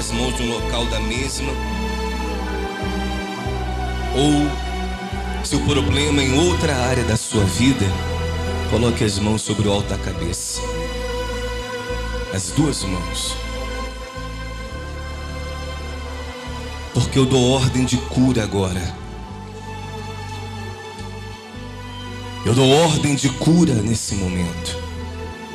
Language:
Portuguese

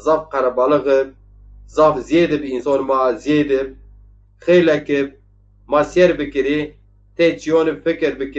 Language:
Zaza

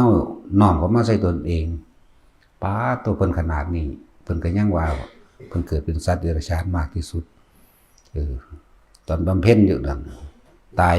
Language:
Northeastern Thai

